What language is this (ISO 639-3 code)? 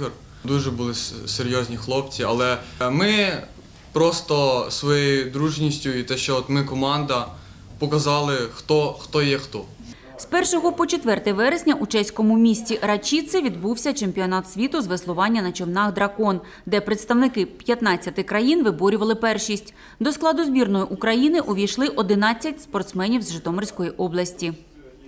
ukr